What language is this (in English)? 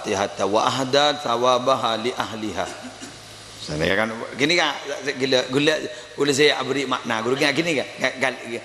Madurese